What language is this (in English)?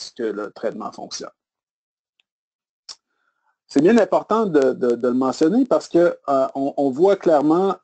French